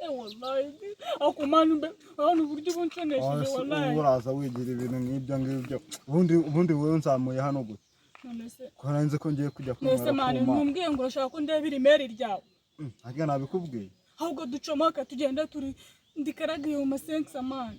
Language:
Kinyarwanda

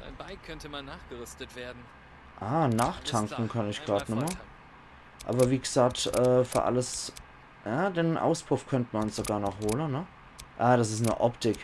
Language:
Palatine German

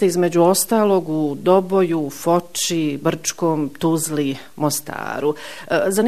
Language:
Bosnian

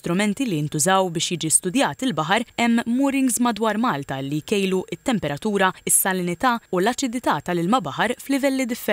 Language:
Maltese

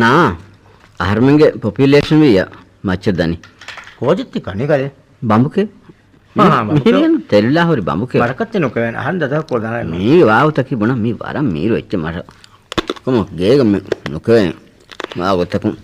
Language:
Divehi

